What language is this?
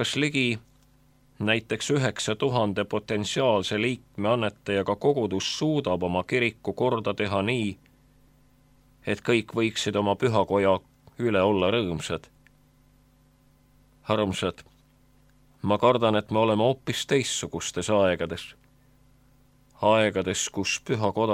Estonian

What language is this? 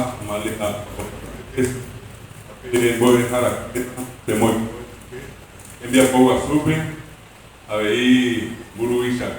Guarani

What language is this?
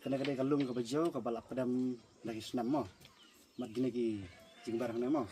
Khasi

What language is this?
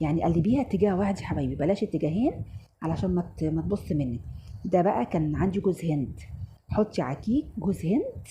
Egyptian Arabic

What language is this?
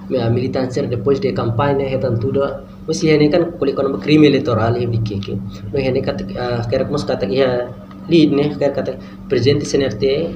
Tetum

